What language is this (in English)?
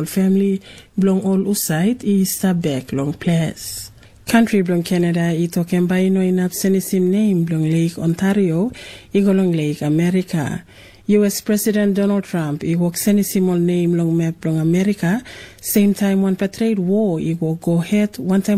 Tok Pisin